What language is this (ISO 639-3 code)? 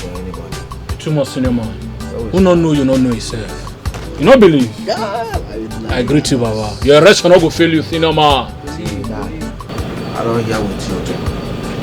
pcm